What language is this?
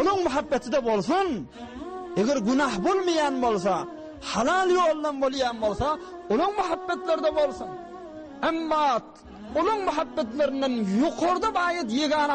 Turkmen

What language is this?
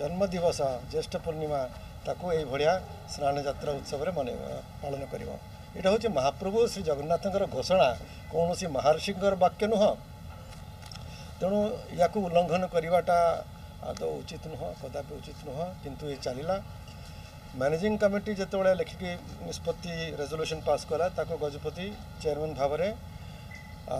Odia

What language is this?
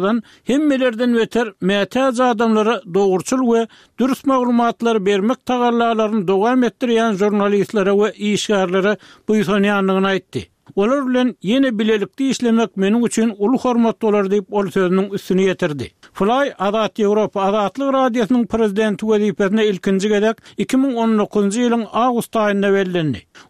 Turkmen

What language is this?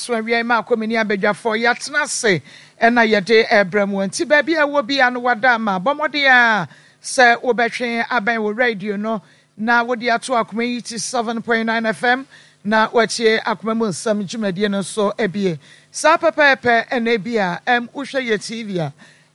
Akan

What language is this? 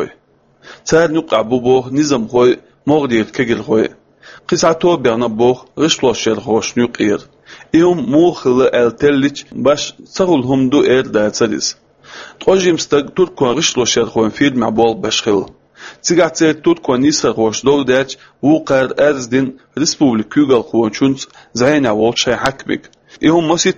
Chechen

